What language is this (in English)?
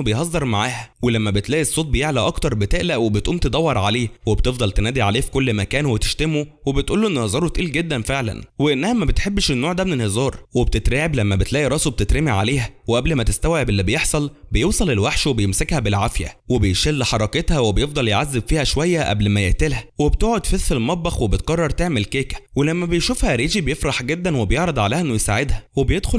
Egyptian Arabic